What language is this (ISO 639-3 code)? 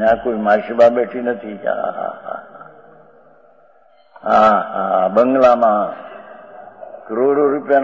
guj